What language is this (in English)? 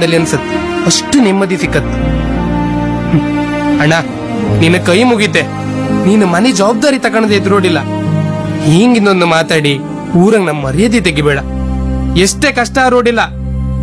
Kannada